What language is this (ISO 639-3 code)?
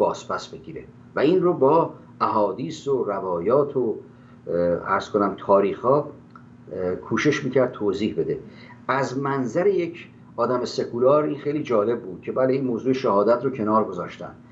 fas